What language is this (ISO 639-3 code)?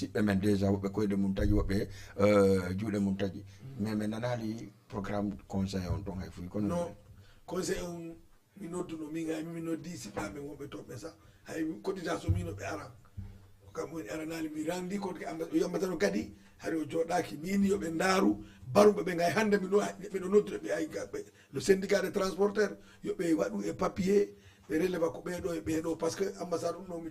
ful